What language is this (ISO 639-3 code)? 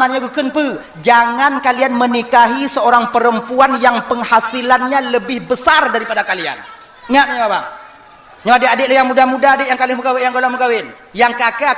ace